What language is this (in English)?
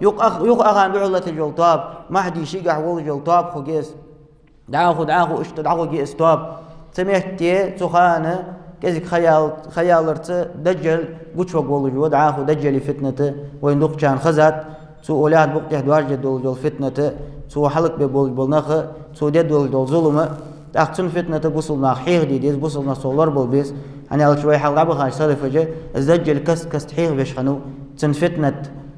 Ingush